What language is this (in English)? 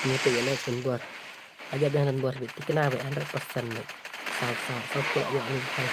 Khasi